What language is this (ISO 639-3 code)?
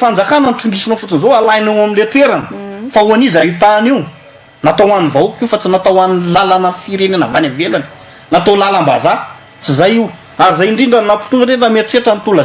mlg